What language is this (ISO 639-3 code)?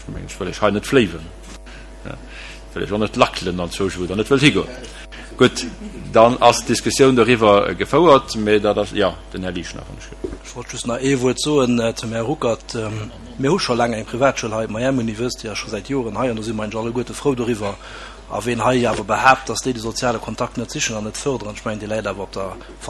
ltz